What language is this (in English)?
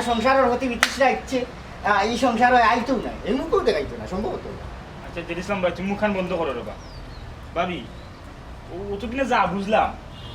Sylheti